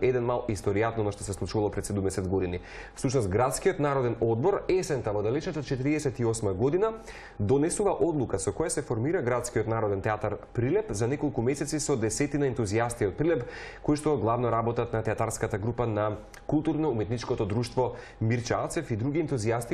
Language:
Macedonian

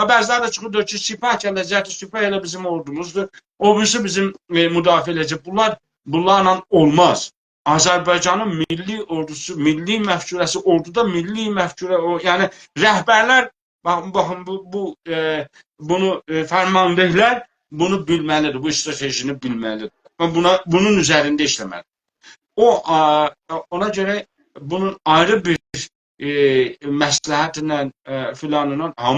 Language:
South Azerbaijani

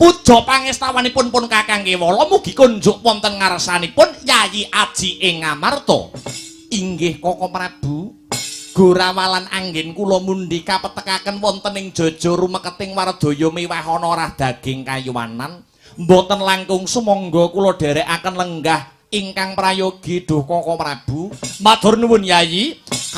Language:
Javanese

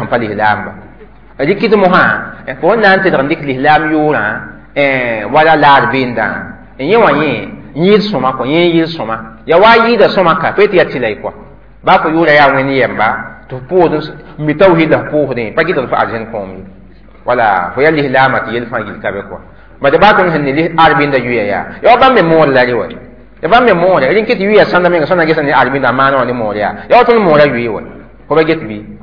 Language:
Mossi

